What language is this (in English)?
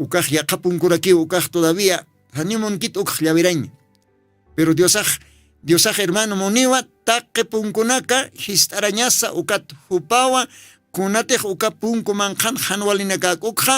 Aymara